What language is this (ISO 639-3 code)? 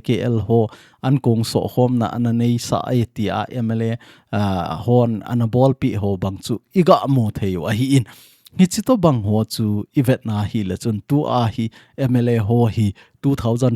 tcz